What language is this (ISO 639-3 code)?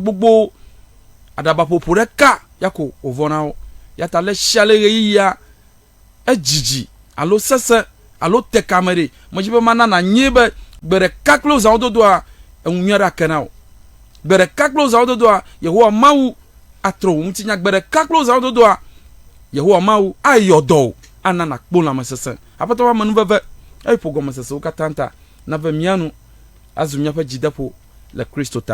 ewe